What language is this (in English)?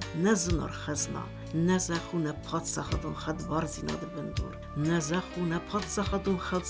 Ossetic